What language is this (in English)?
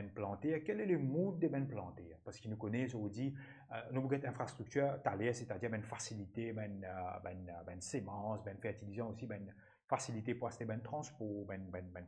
Morisyen